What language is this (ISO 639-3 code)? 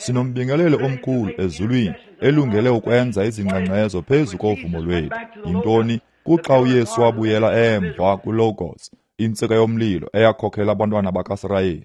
xho